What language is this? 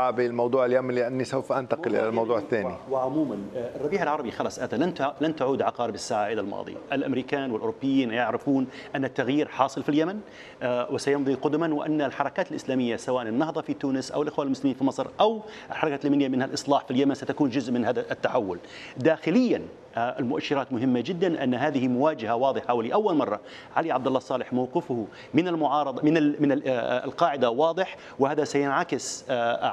Arabic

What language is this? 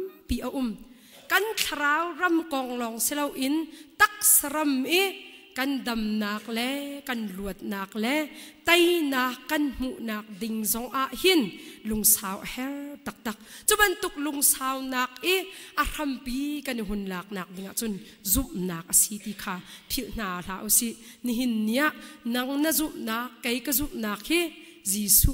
Hakha Chin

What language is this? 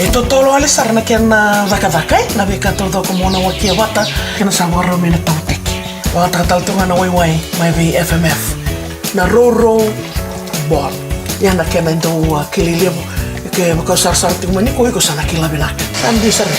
Fijian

